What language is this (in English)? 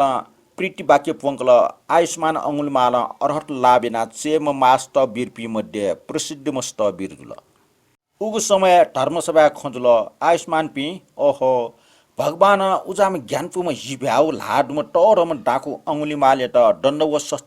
Newari